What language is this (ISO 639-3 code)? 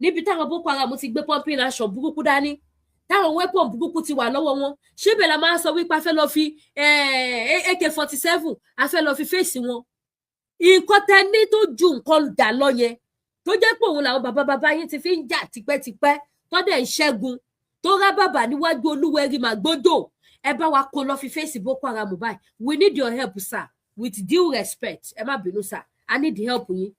yor